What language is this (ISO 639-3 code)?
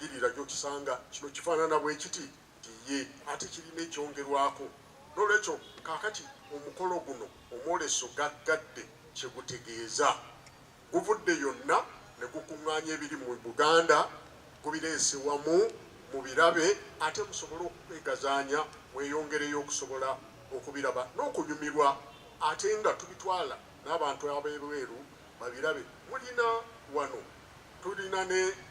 lug